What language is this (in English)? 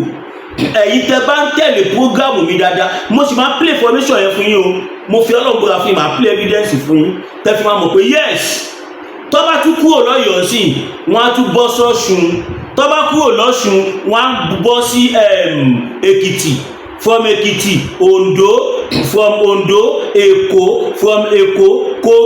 Yoruba